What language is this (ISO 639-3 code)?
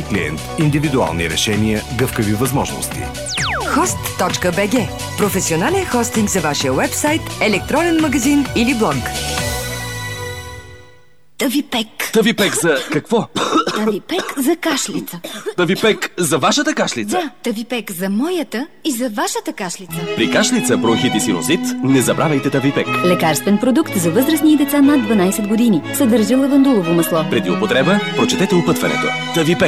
bul